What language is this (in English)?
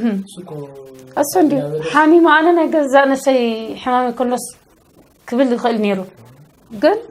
Tigrinya